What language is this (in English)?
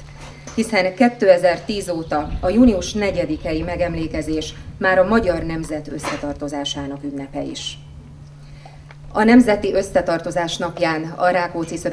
Hungarian